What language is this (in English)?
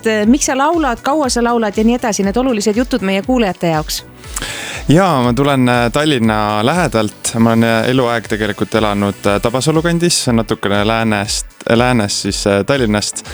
Estonian